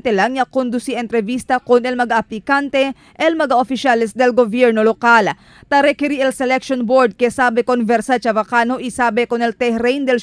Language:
Chavacano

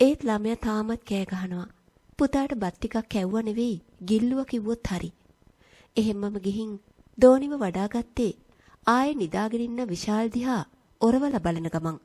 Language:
Sinhala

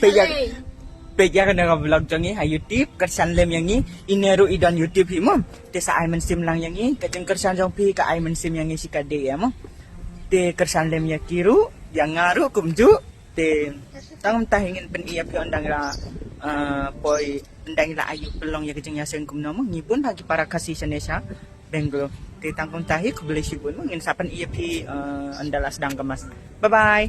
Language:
Khasi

